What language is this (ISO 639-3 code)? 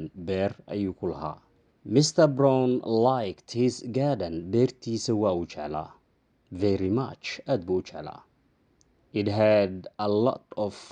som